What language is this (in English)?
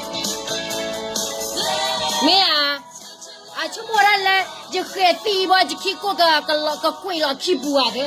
S'gaw Karen